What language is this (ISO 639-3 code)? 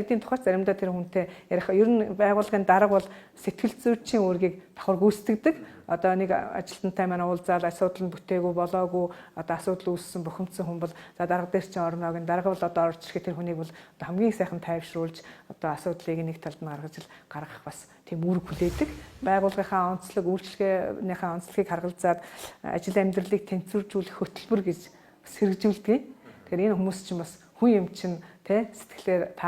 mon